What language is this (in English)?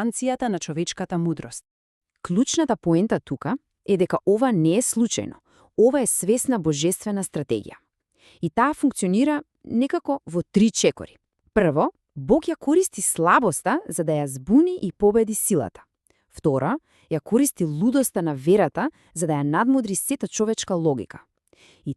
Macedonian